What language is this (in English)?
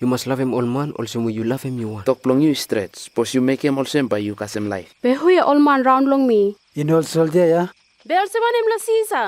Bislama